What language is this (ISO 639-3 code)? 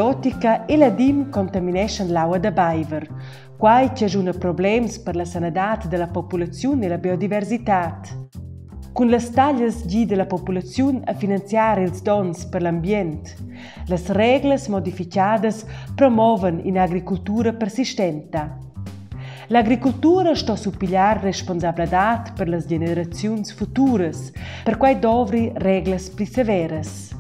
roh